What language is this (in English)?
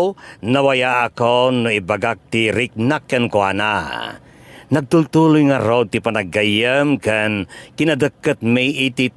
Iloko